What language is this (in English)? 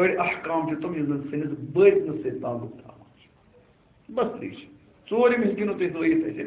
Kashmiri